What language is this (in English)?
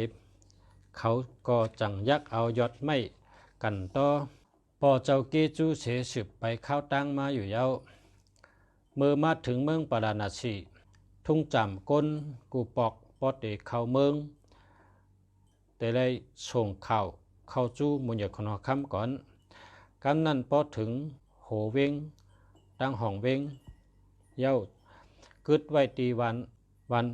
Shan